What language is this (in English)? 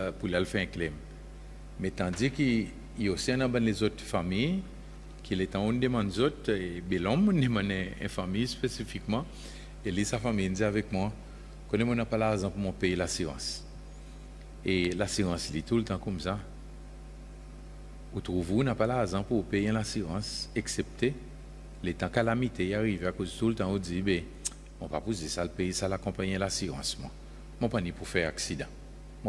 French